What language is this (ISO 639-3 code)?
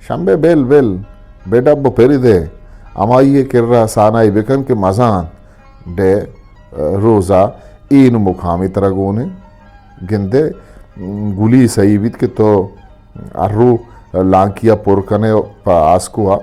bgp